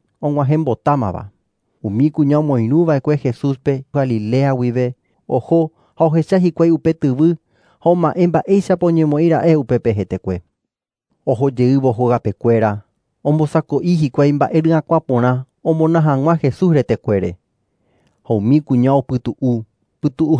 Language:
Guarani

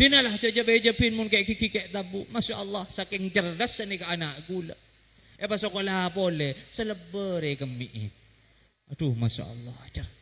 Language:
Madurese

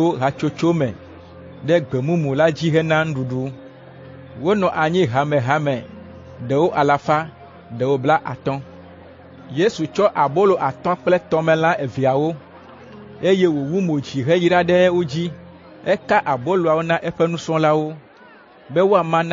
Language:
Ewe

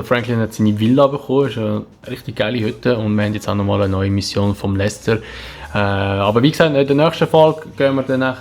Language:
Swiss German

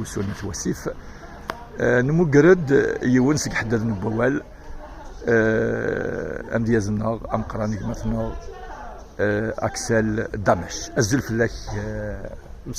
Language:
Kabyle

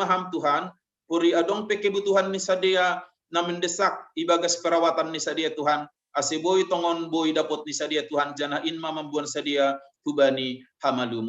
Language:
Batak Simalungun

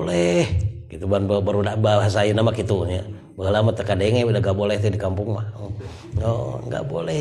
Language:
Sundanese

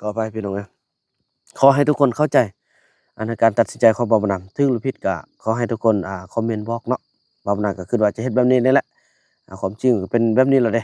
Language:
Lao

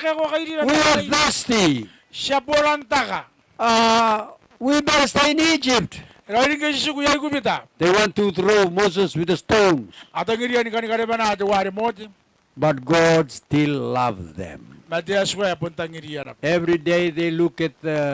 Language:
Gilbertese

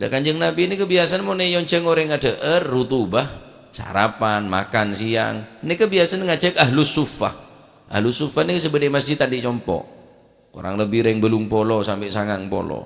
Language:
Madurese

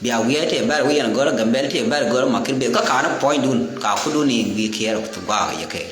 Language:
Nuer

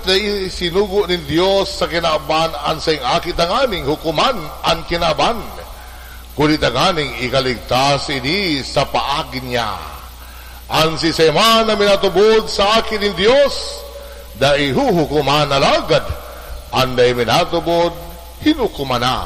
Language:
Bikol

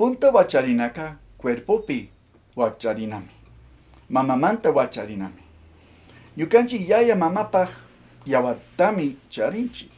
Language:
Chimborazo Highland Quichua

